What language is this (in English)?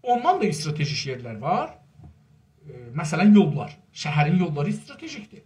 South Azerbaijani